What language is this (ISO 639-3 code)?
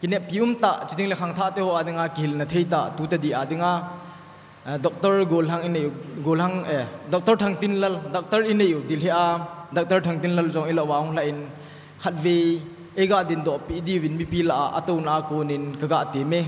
tcz